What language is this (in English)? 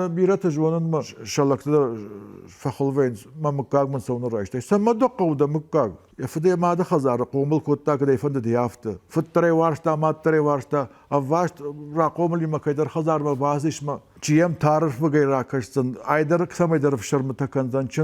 Ossetic